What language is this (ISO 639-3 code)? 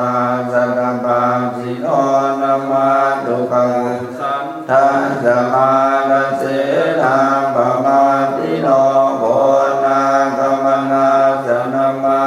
pli